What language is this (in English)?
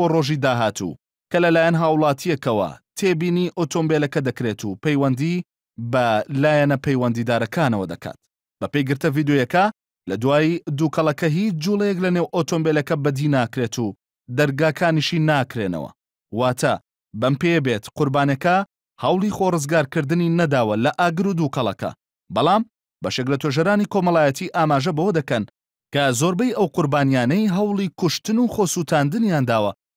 Central Kurdish